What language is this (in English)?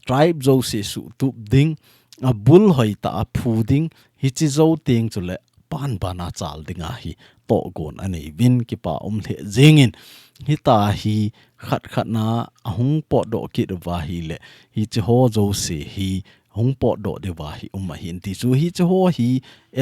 Thado Chin